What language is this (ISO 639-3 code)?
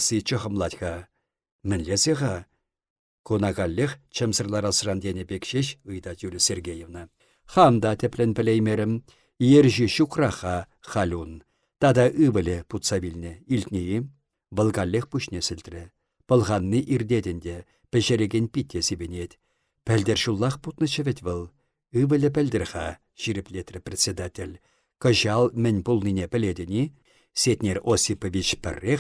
chv